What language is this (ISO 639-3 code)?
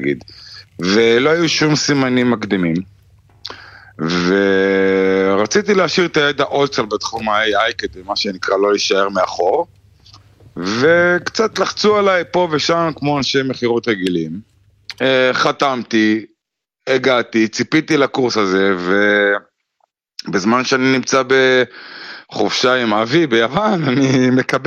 heb